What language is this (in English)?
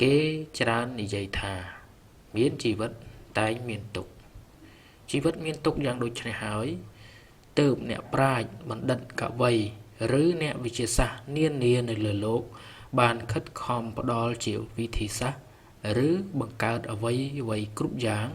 Khmer